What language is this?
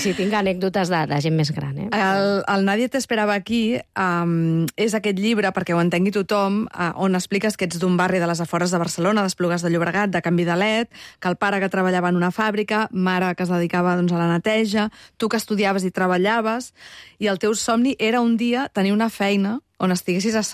Catalan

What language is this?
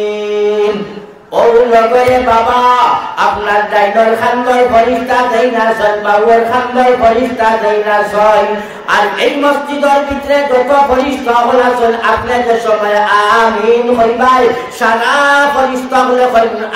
Sylheti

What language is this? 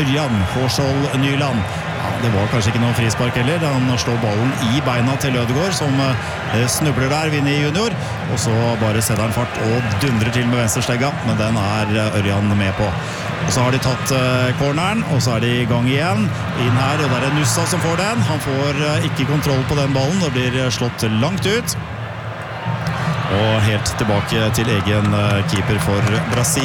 Norwegian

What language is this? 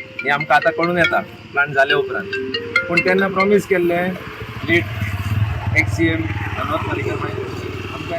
Konkani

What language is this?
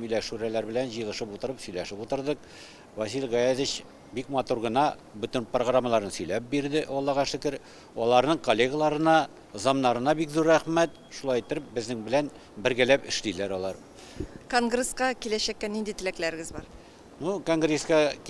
Tatar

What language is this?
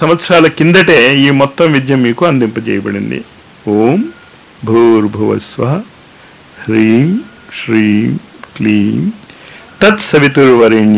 Telugu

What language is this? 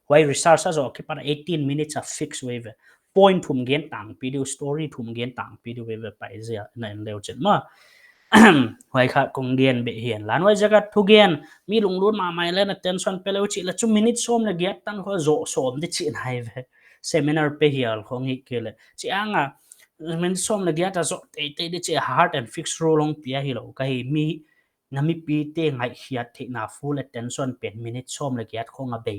Paite Chin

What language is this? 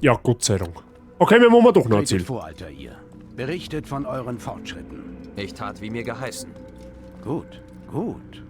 Bavarian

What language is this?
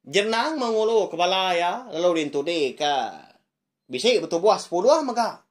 Iban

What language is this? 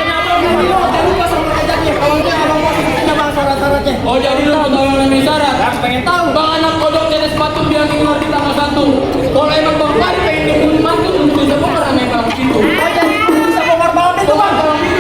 Betawi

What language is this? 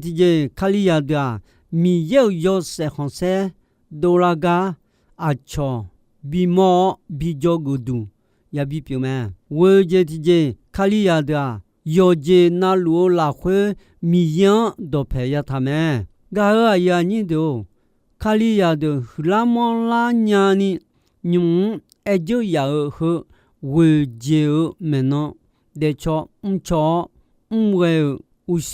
Akha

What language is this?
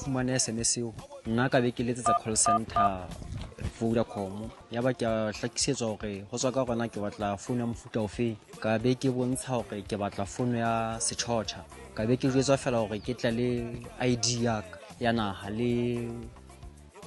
Southern Sotho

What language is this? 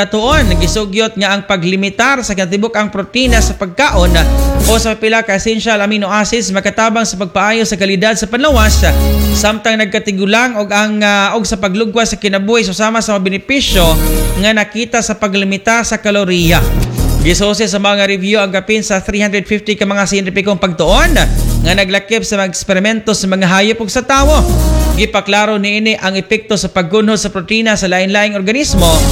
Cebuano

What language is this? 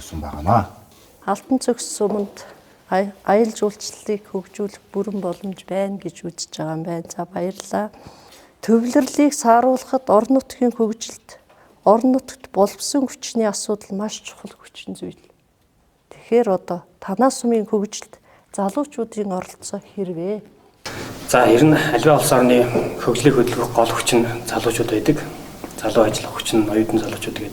Mongolian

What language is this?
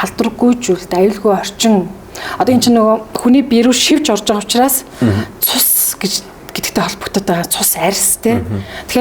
Mongolian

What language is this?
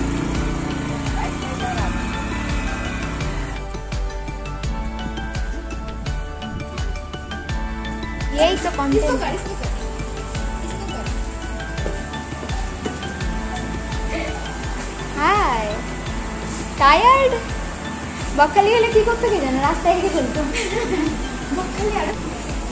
Bangla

